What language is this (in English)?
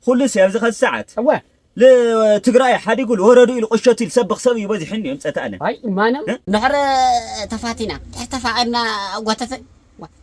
Tigrinya